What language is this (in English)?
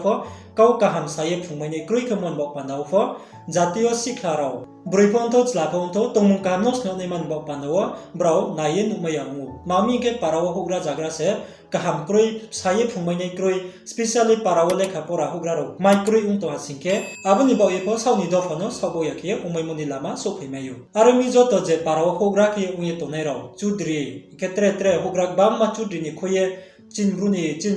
Riang (India)